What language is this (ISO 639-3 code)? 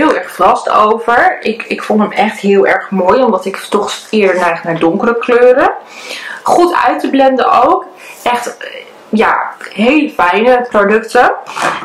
nld